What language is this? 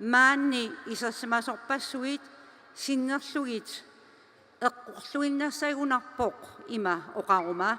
Kalaallisut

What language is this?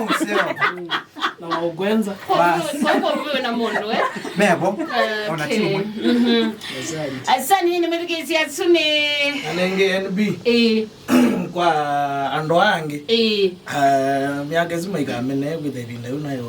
Kamba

